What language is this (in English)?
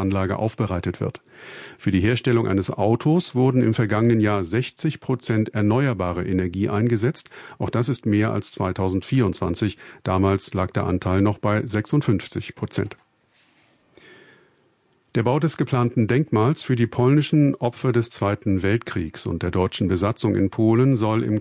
German